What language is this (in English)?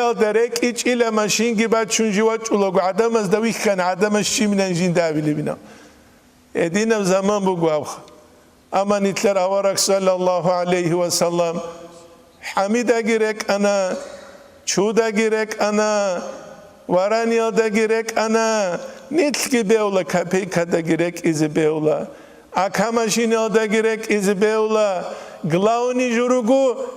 Avaric